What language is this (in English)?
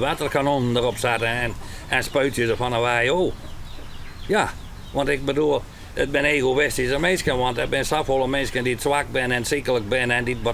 Western Frisian